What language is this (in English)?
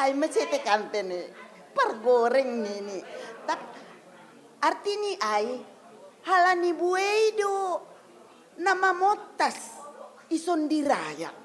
Batak Simalungun